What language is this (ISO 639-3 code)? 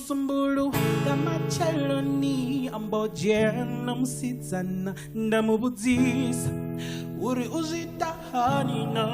ven